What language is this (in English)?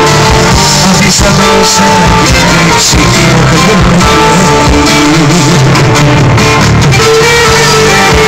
Greek